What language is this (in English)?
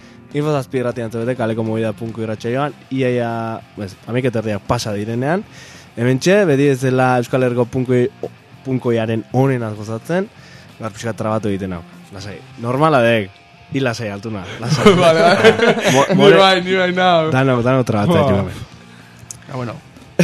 Basque